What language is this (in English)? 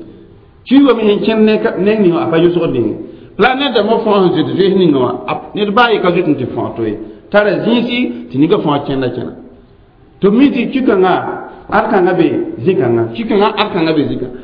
Mossi